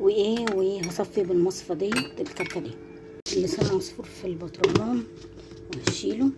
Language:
Egyptian Arabic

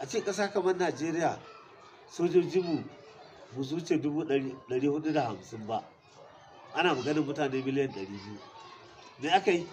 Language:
Hausa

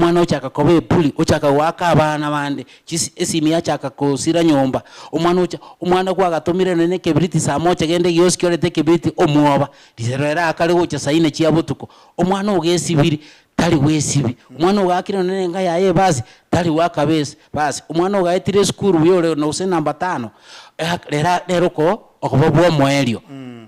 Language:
Gusii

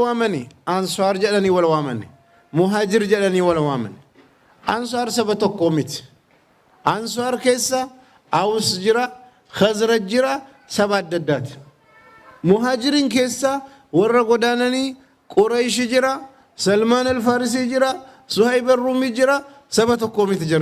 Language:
Oromo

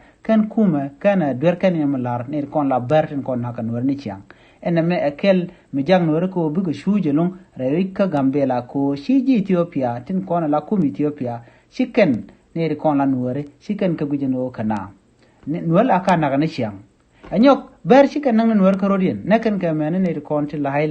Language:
Nuer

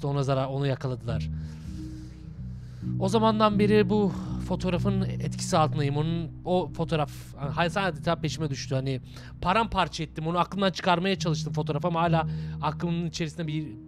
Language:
Turkish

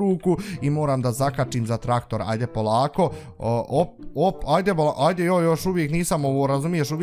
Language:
Bosnian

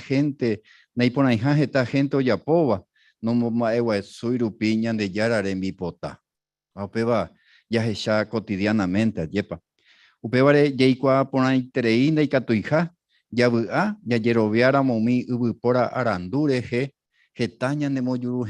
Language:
Guarani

